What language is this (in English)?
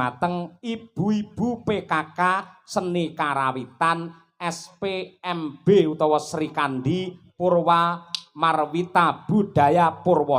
Javanese